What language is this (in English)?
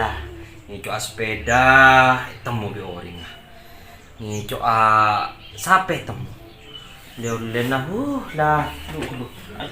Madurese